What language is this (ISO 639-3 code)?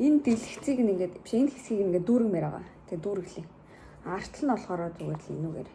mon